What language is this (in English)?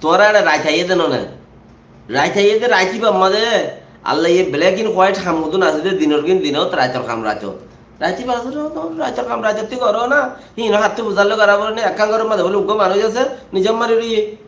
Rohingya